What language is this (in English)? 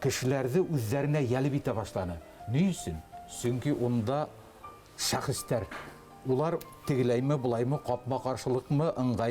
Bashkir